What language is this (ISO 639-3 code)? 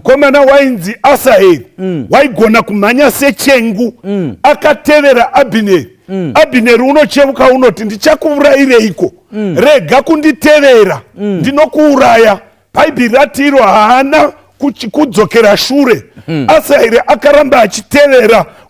sna